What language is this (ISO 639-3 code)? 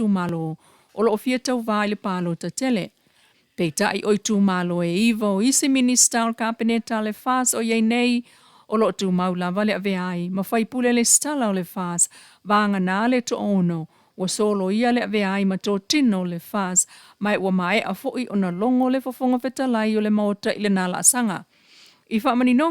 smo